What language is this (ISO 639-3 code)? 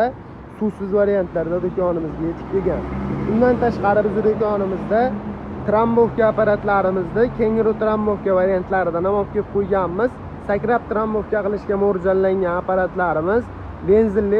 uzb